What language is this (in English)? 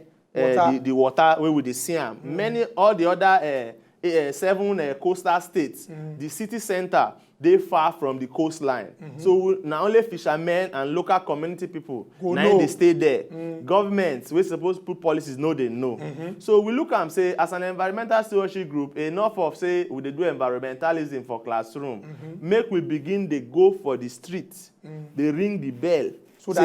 Nigerian Pidgin